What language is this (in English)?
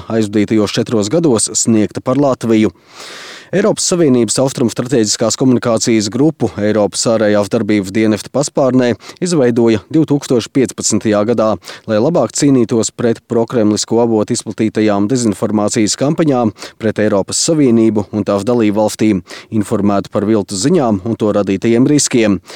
Latvian